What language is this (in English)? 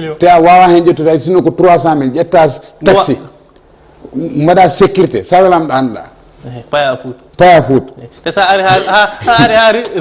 Fula